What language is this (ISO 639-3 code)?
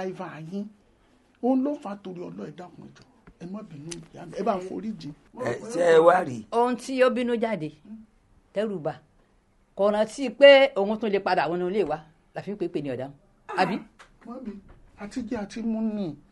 yor